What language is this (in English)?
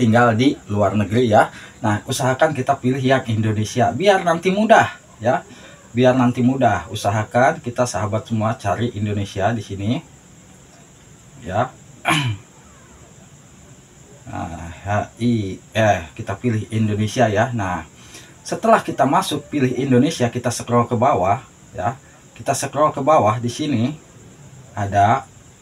Indonesian